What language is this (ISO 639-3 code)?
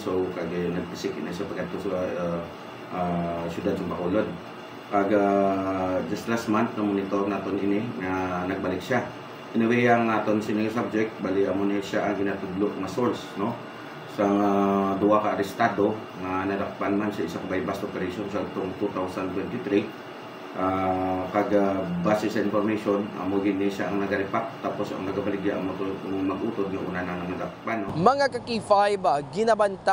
hil